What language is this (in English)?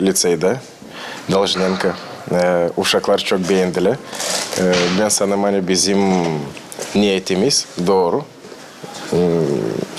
Gagauz